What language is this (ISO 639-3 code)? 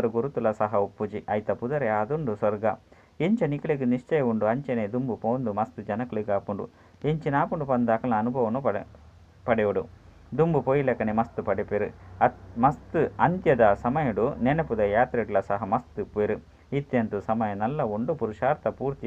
tcy